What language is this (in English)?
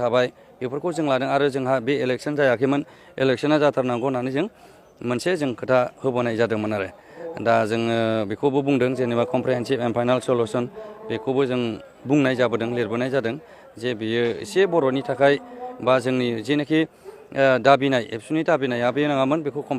Bodo